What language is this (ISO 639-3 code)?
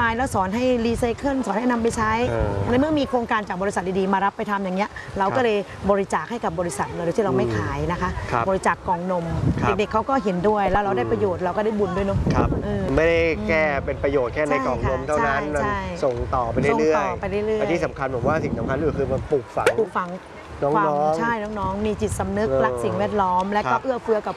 tha